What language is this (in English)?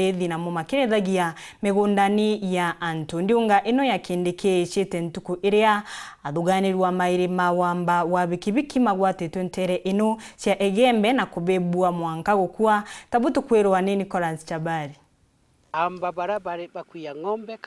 Meru